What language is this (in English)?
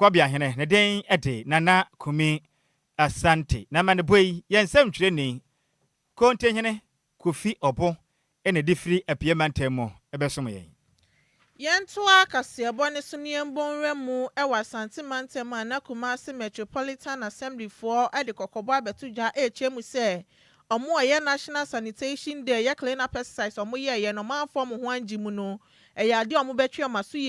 Akan